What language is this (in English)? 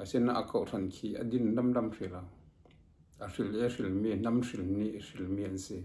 Falam Chin